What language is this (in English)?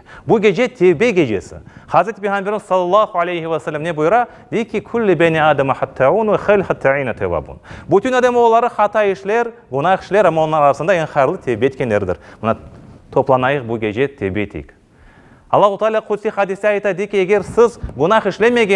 Crimean Tatar